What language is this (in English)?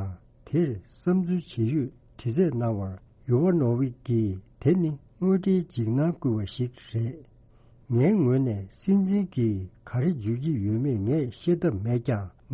Tibetan